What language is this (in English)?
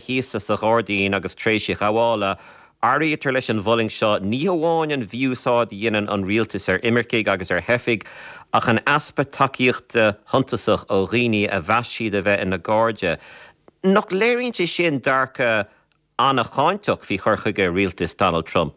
Irish